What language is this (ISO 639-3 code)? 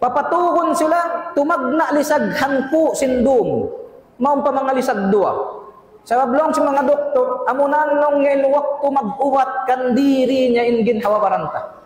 tsg